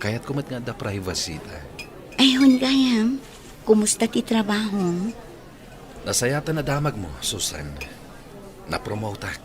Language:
Iloko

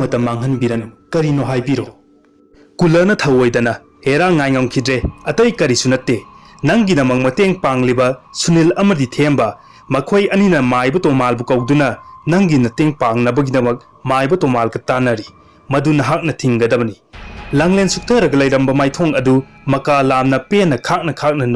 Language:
Manipuri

